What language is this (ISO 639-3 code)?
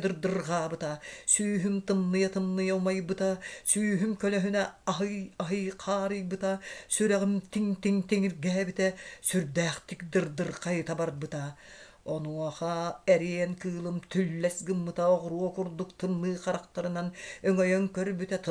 sah